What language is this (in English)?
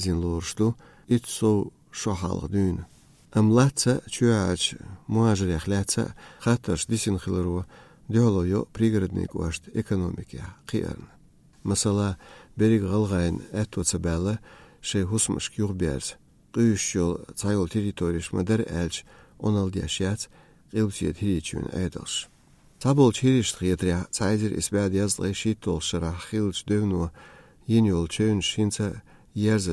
Chechen